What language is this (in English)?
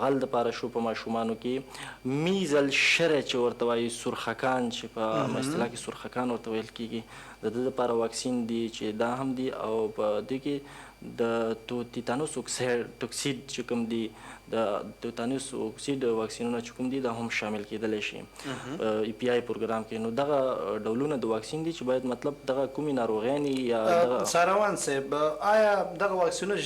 Pashto